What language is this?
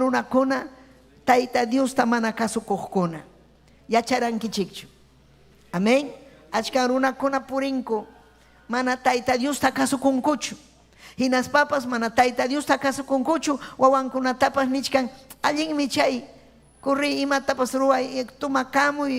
Ayacucho Quechua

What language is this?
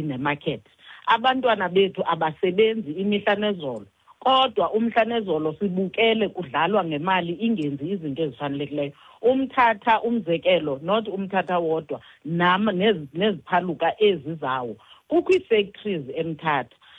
Xhosa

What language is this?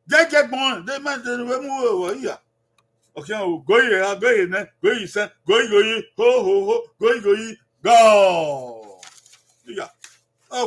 Bini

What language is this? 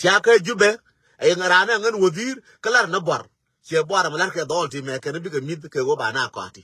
Nuer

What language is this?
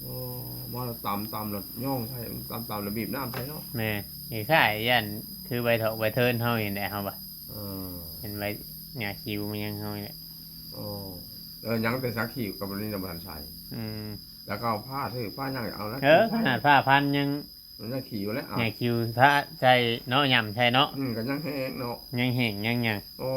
Northeastern Thai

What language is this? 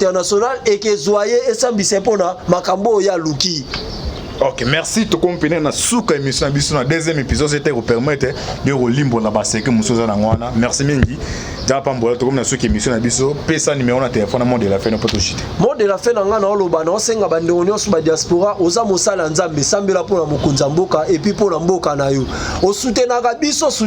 Lingala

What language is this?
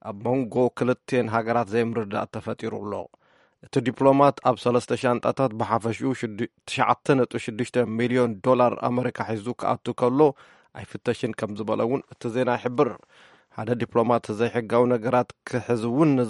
Tigrinya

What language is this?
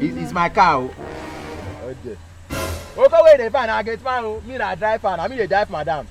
Nigerian Pidgin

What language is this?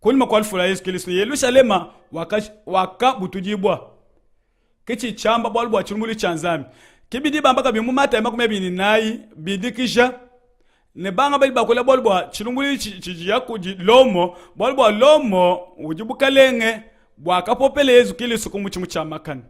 Luba-Lulua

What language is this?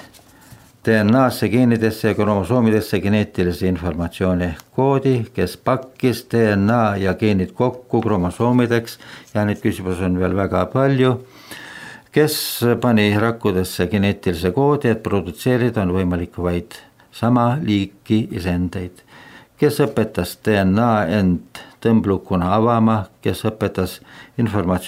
Estonian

